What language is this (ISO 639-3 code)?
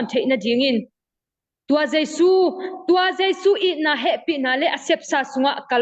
ctd